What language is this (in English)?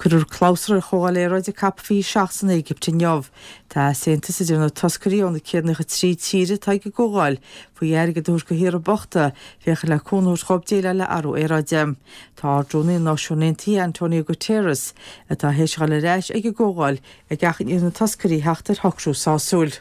Irish